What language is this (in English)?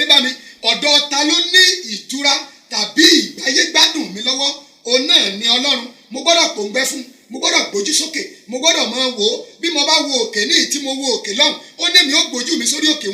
Yoruba